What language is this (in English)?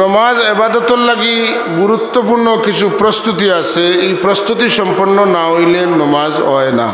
Sylheti